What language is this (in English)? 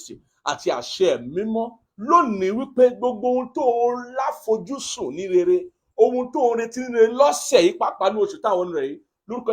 Yoruba